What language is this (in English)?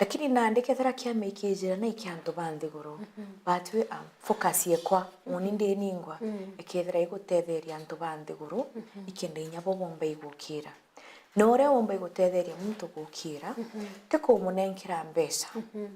Meru